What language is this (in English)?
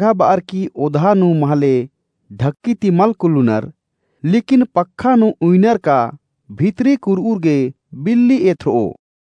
Kurukh